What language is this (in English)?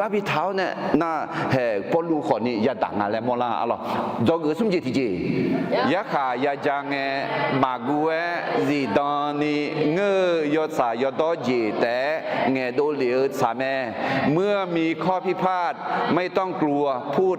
Akha